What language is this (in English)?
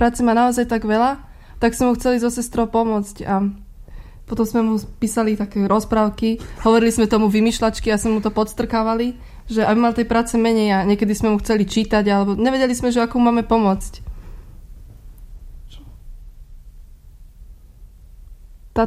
Slovak